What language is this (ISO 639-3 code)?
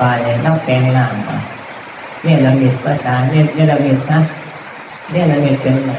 tts